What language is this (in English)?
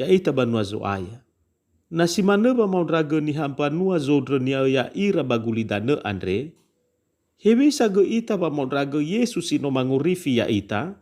Nias